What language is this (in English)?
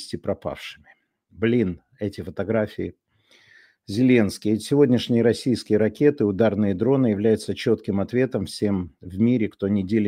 Russian